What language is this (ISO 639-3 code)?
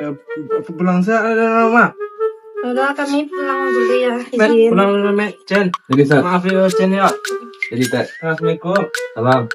min